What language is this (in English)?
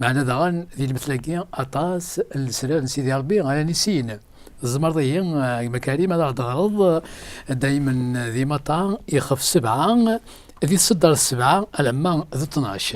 Kabyle